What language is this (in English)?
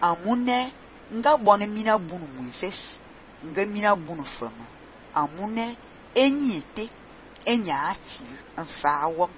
Fang